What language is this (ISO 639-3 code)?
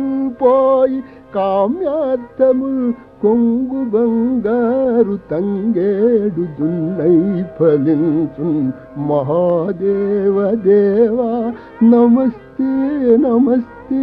tel